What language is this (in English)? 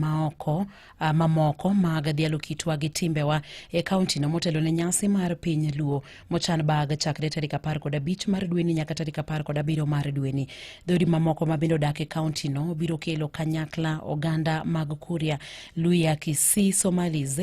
Luo (Kenya and Tanzania)